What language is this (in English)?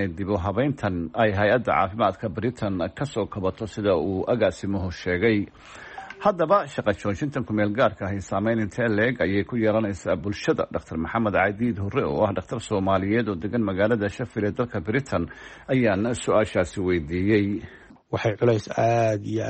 Somali